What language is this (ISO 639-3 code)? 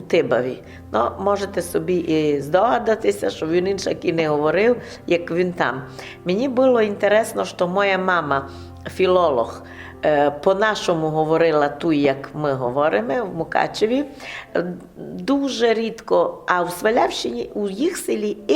rue